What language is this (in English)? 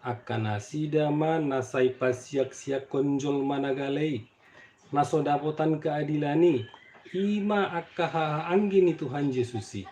Batak Toba